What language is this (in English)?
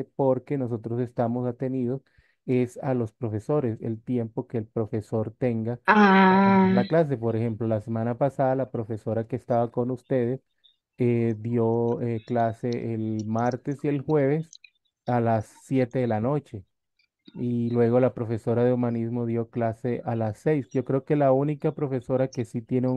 Spanish